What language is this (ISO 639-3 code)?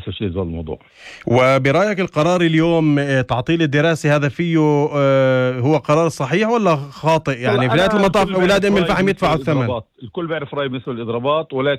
apc